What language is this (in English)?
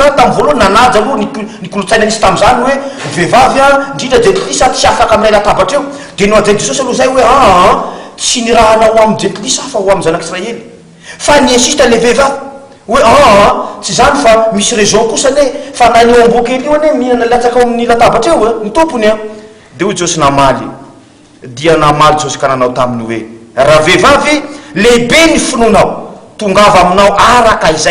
Malagasy